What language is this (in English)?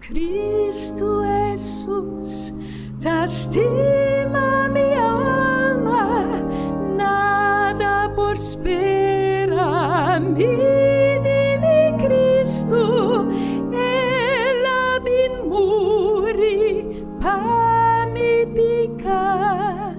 Papiamento